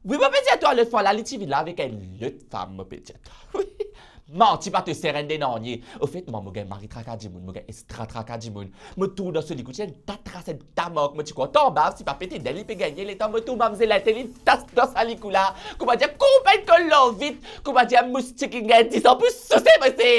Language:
Morisyen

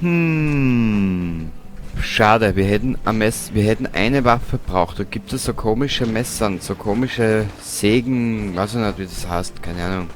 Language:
Bavarian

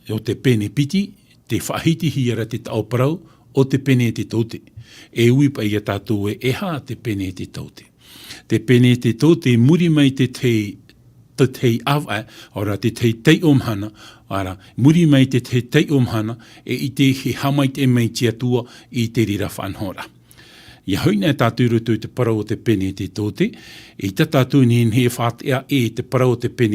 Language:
Tahitian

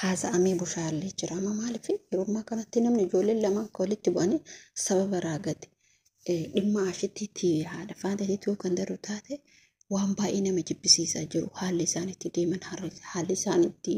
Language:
Oromo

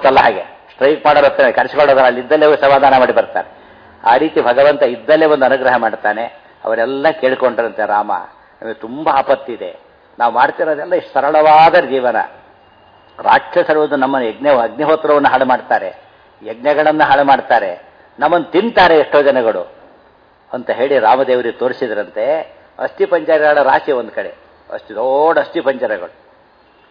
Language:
Kannada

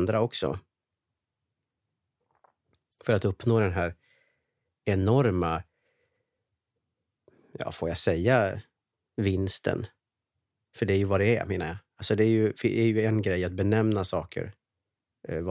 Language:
Swedish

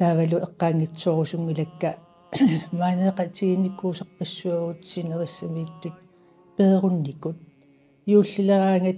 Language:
Kalaallisut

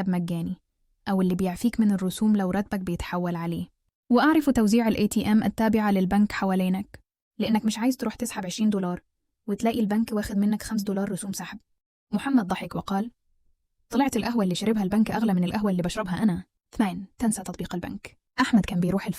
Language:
Egyptian Arabic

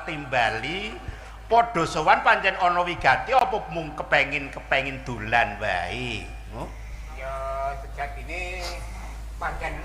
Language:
Javanese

